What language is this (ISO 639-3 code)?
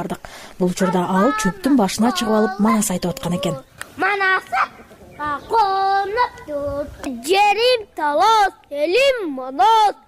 kir